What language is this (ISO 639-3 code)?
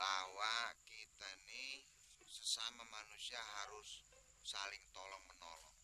bew